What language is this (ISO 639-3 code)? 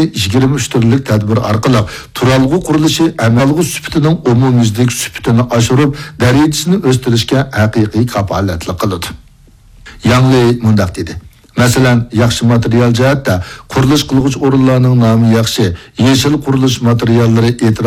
uig